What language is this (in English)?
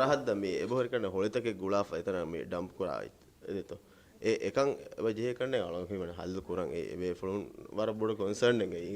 Divehi